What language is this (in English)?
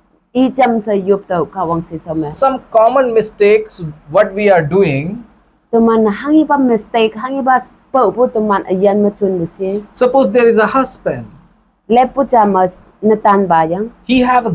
Konyak Naga